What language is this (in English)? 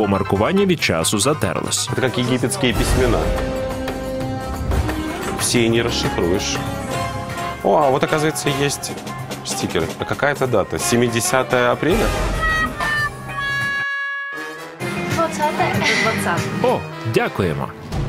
Russian